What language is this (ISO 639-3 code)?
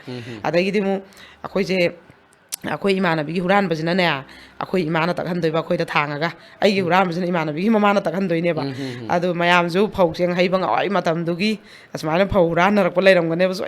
mni